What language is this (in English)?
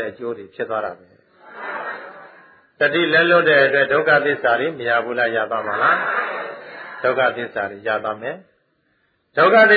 Burmese